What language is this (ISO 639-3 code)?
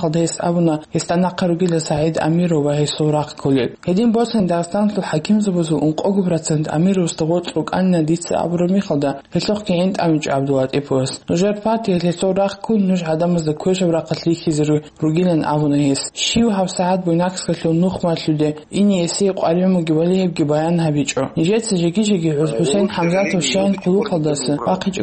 ava